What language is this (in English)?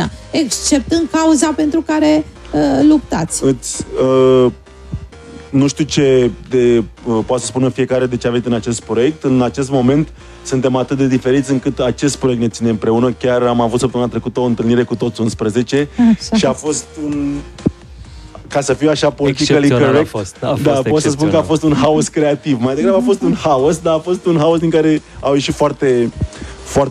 Romanian